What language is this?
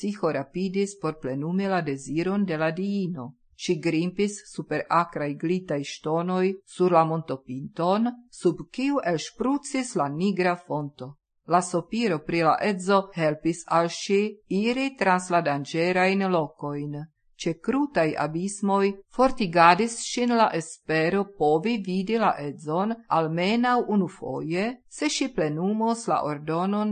Esperanto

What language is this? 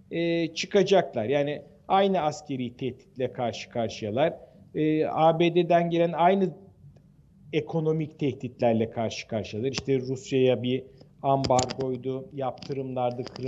Turkish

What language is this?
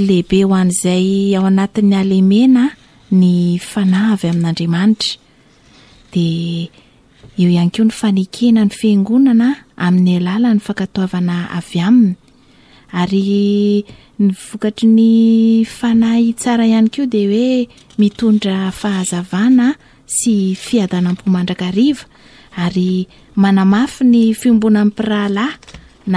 Malagasy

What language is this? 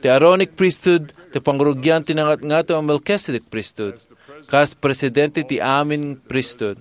Iloko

